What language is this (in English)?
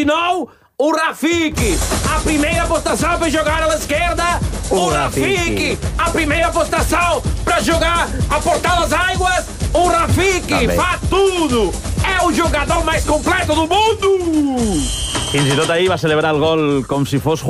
Catalan